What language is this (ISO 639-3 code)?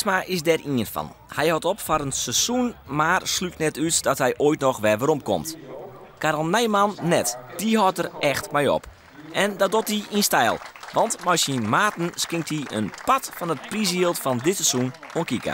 fry